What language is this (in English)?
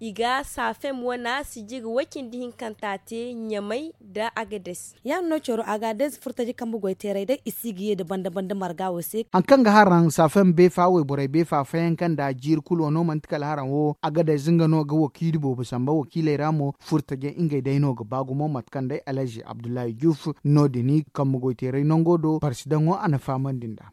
Zarma